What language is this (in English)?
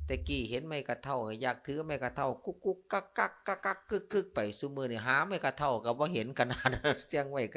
Northeastern Thai